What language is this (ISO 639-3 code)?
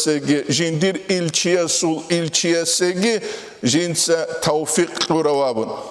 ava